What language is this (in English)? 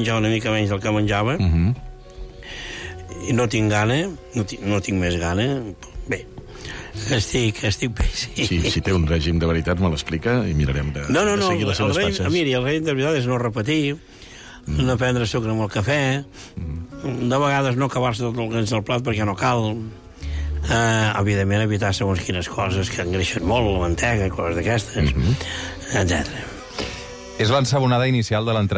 Catalan